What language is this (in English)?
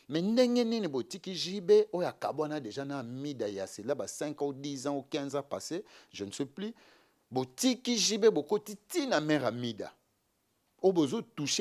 Lingala